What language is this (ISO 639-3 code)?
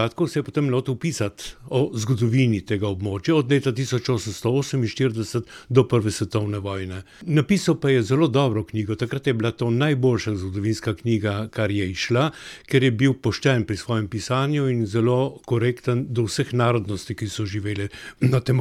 slv